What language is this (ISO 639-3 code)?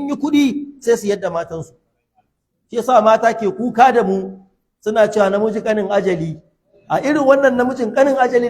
hau